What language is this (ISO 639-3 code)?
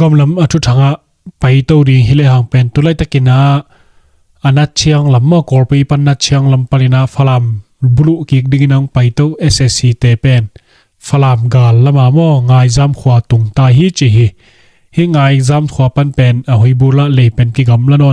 ctd